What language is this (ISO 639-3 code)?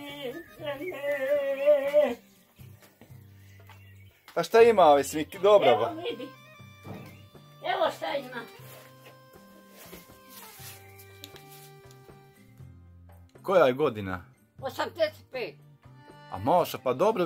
bos